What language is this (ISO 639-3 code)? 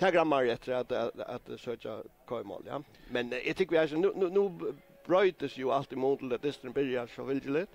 fao